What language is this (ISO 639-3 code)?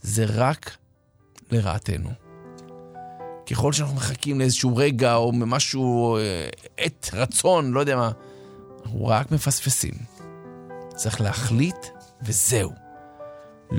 heb